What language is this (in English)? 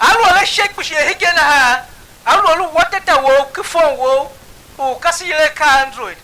Tiv